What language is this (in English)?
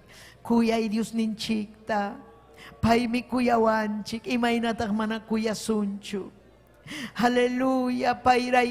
Ayacucho Quechua